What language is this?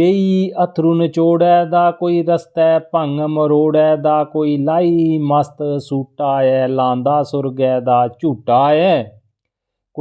Dogri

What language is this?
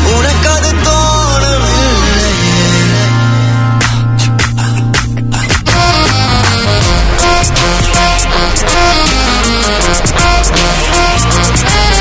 Tamil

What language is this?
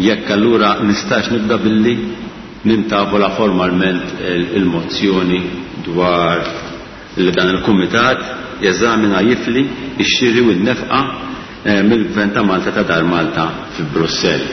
Maltese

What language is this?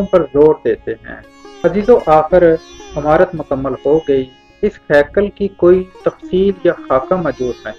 Urdu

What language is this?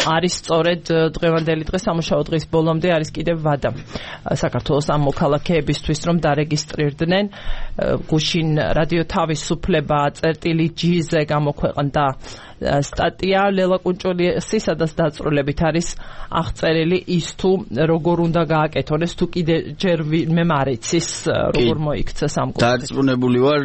Georgian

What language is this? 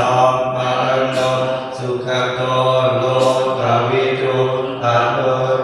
Pali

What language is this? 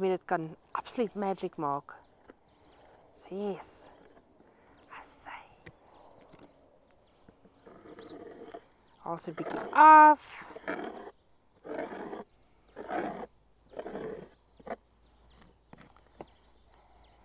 Afrikaans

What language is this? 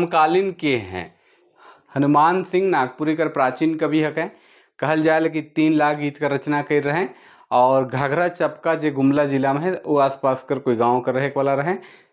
Sadri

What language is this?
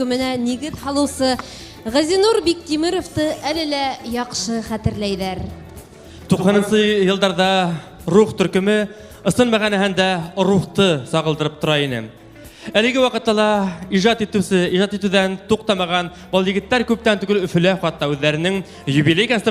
Bashkir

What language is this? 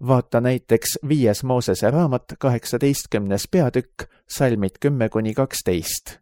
Estonian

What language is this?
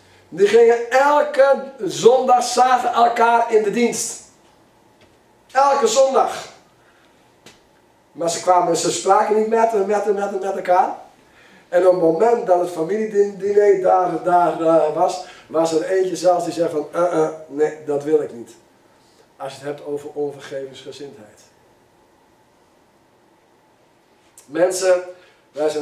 Dutch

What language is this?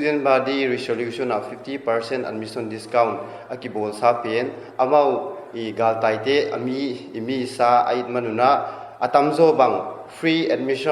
Paite Chin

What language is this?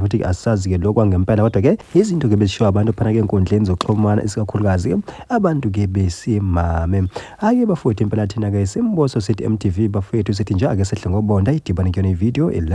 Zulu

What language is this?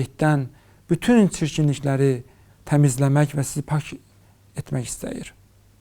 Azerbaijani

